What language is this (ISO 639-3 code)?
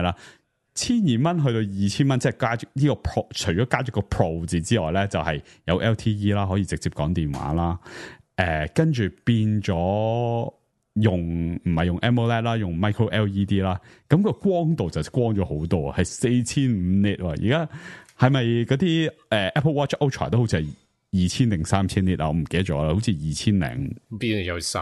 yue